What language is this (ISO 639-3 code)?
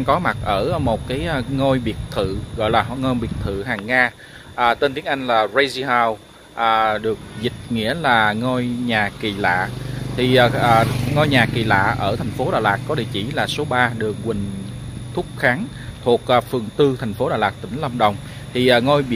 vie